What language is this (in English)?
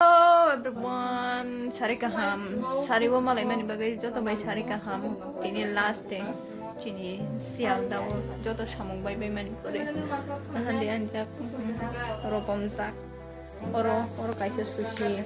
Kok Borok